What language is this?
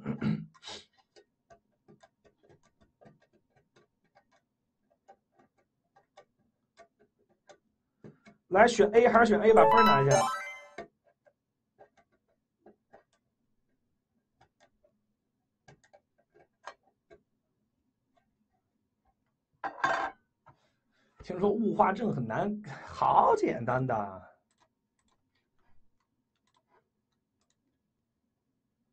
Chinese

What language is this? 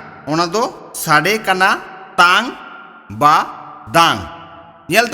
Santali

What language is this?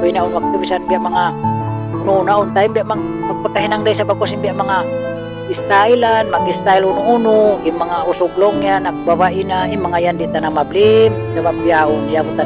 Tausug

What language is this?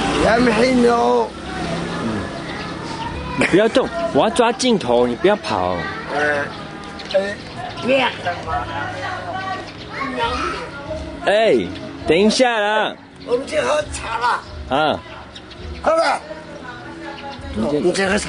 Chinese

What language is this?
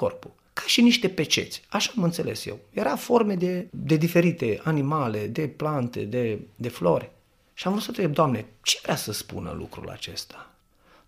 Romanian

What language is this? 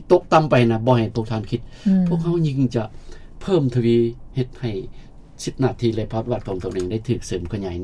Lao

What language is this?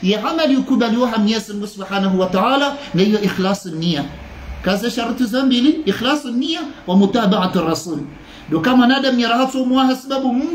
Swahili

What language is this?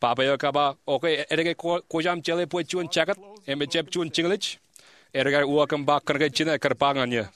Marshallese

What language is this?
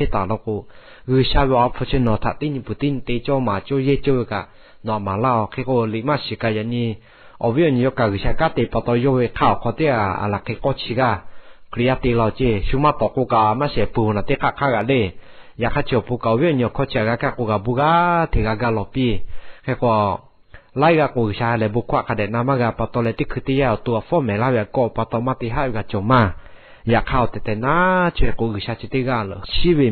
Lahu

